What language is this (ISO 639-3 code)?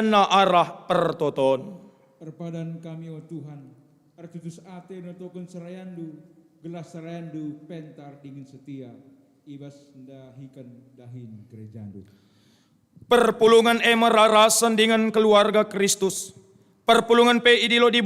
btx